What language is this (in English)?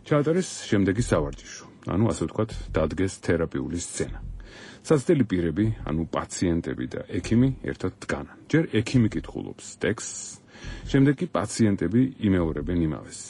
Georgian